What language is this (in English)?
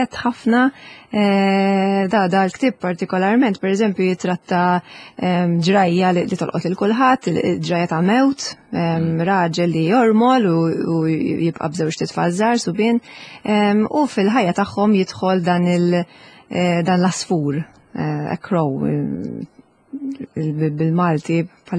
Maltese